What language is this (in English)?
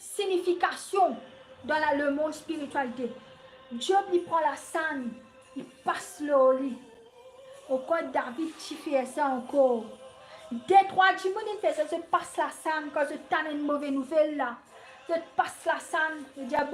Morisyen